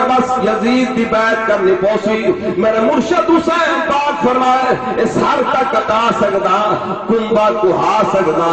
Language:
Saraiki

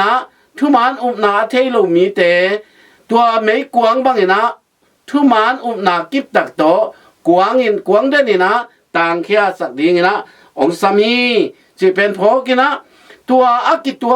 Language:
Tedim Chin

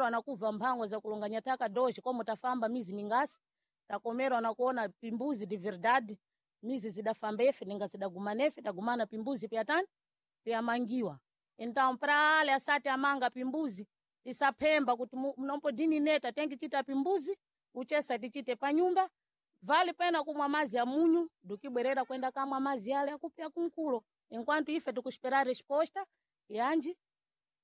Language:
Sena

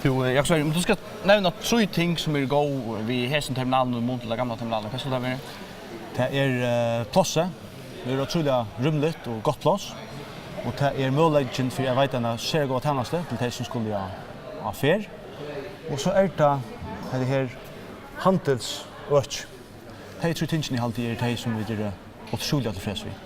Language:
Faroese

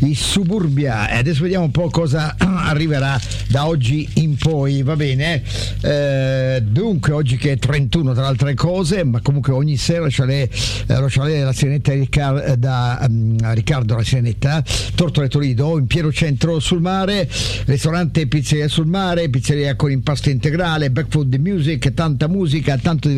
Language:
Italian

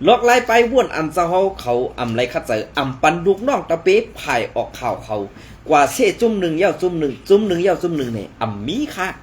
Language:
Shan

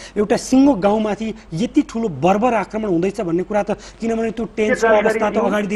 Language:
Nepali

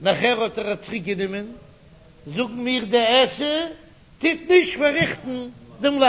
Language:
Yiddish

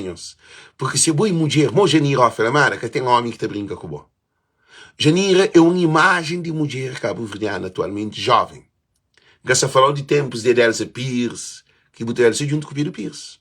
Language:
Kabuverdianu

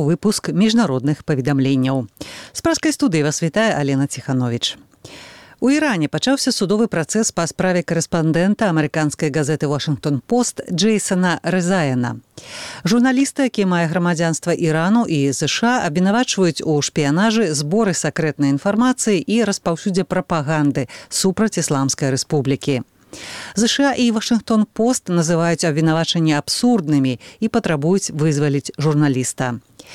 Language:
Belarusian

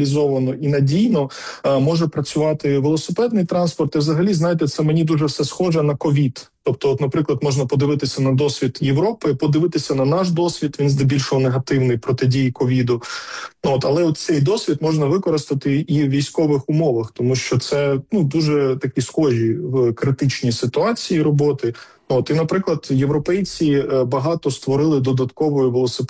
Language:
Ukrainian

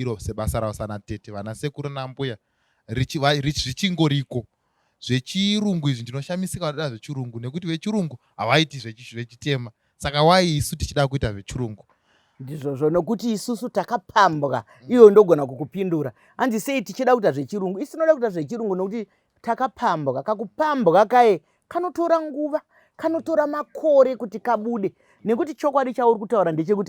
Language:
Shona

